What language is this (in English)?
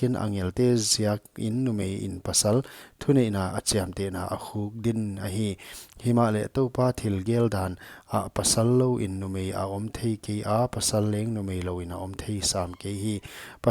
Paite Chin